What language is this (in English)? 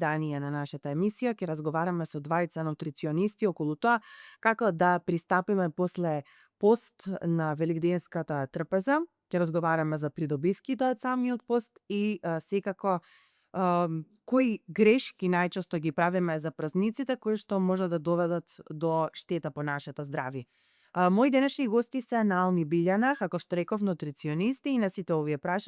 Macedonian